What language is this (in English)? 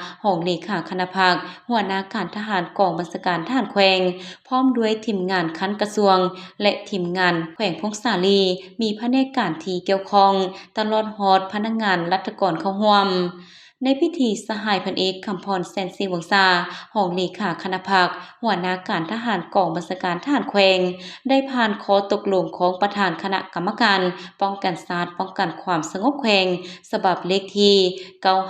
Lao